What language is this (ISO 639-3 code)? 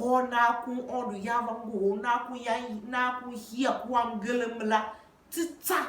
tiv